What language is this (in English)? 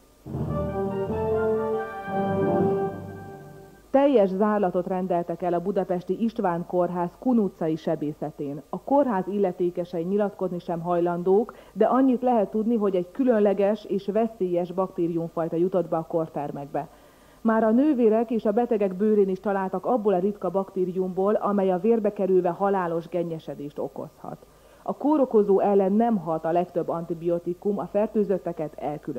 Hungarian